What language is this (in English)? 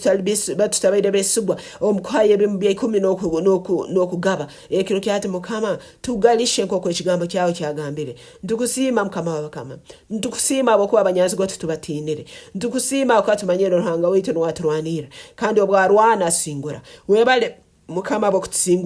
Nyankole